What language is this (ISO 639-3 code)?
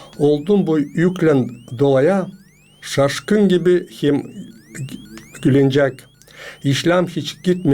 gag